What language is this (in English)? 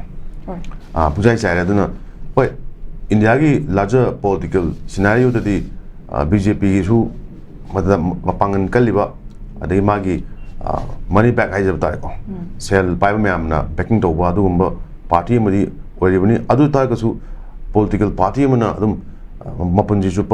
Manipuri